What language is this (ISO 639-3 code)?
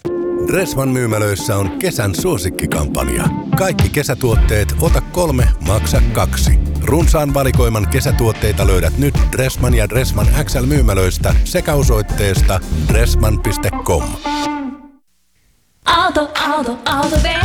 fin